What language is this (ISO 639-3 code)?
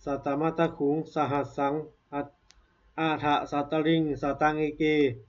pli